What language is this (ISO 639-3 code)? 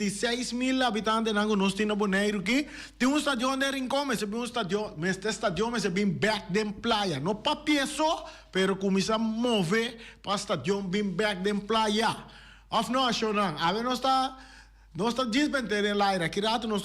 pap